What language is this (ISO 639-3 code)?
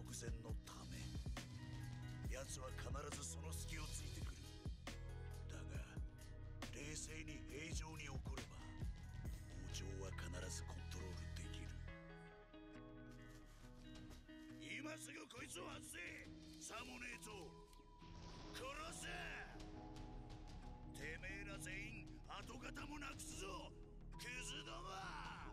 jpn